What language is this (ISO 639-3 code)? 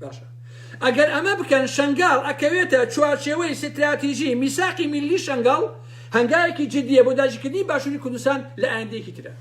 ckb